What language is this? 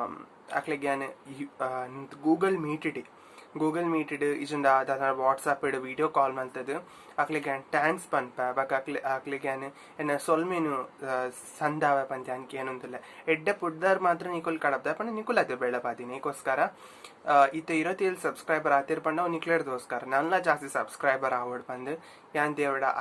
Tulu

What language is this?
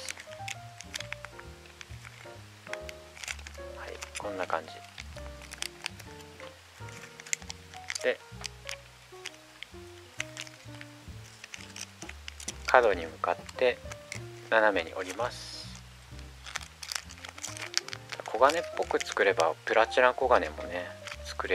Japanese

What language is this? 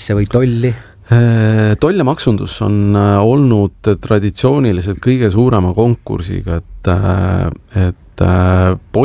Estonian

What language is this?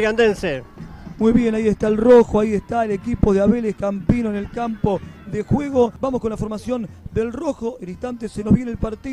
Spanish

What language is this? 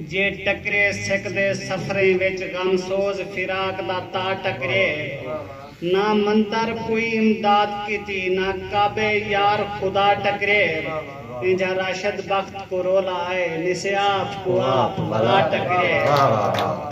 Saraiki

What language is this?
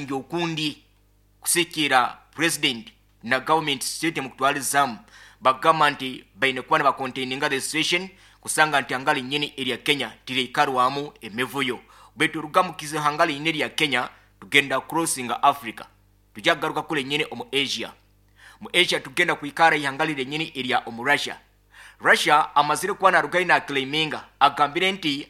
Nyoro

